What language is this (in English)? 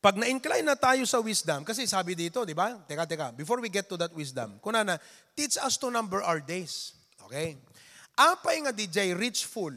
Iloko